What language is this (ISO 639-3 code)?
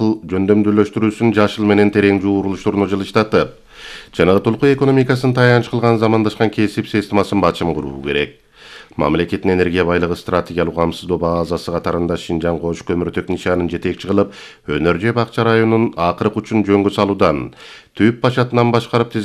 kir